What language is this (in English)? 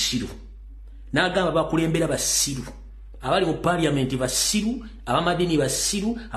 Ganda